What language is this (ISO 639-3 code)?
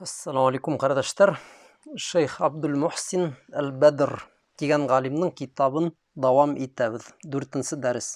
bak